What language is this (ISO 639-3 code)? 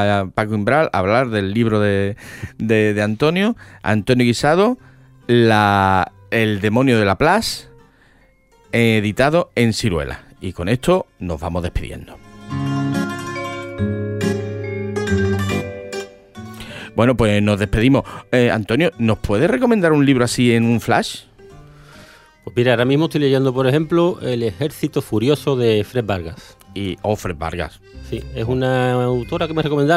spa